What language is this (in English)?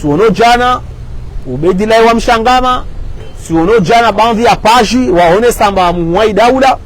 Ngazidja Comorian